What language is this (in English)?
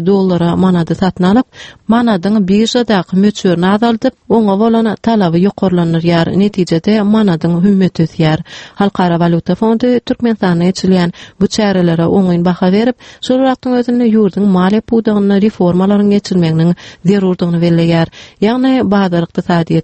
Turkmen